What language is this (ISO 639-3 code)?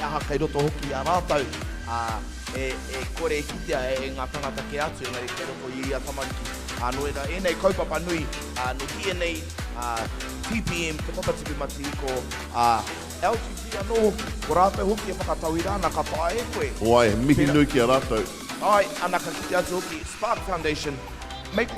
mri